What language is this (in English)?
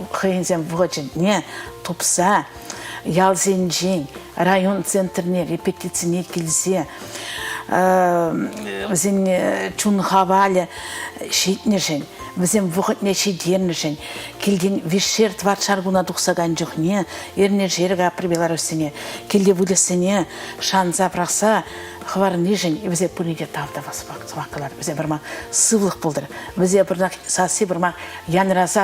Chuvash